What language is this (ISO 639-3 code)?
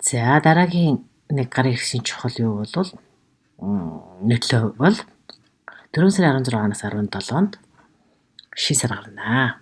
mon